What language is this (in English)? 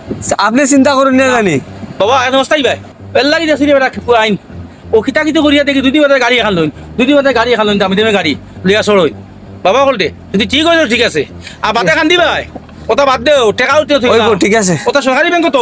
Sylheti